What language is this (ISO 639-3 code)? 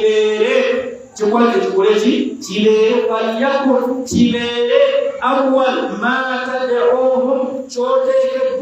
lug